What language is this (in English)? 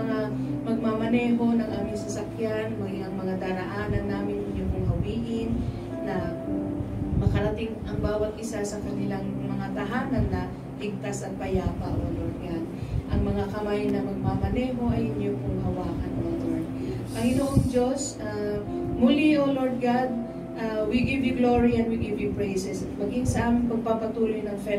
Filipino